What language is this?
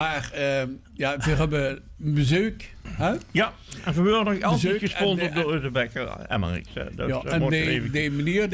Limburgish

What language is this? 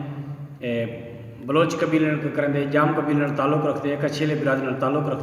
Saraiki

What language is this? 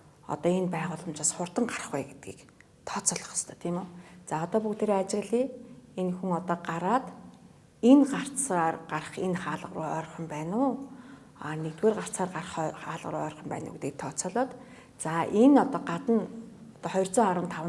Mongolian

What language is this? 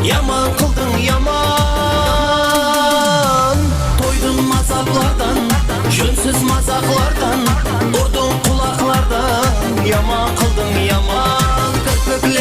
Kara-Kalpak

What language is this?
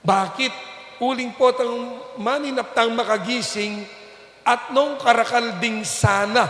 Pampanga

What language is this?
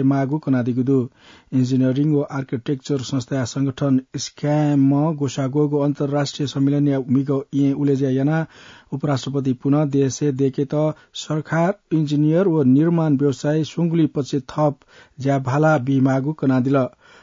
Newari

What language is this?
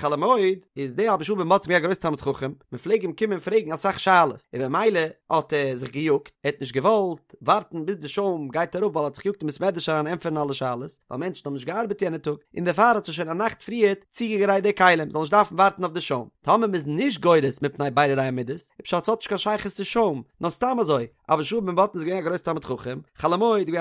Yiddish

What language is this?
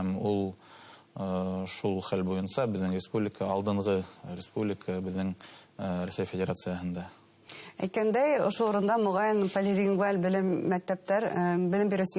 Bashkir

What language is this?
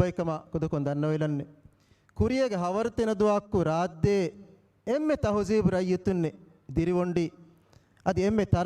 Divehi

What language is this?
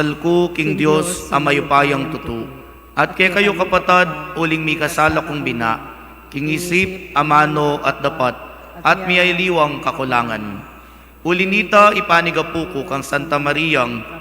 Pampanga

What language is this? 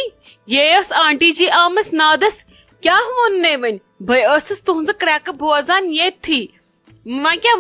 Kashmiri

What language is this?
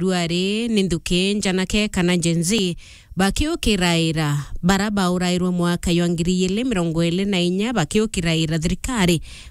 Meru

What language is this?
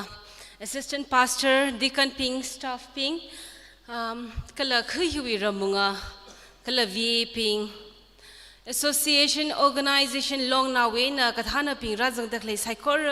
Tangkhul Naga (India)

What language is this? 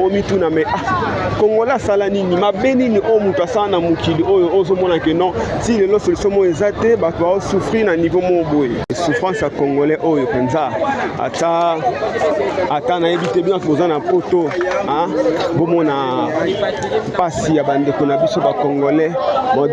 Lingala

